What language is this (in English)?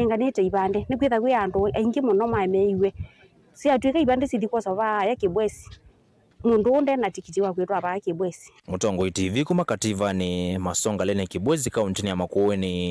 Kamba